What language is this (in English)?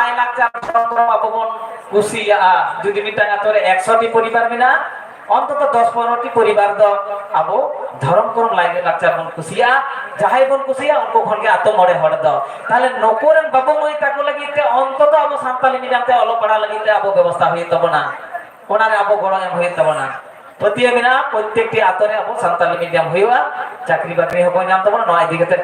Santali